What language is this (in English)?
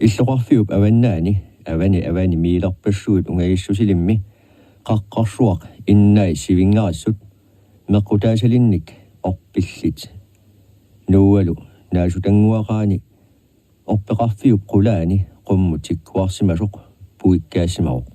Kalaallisut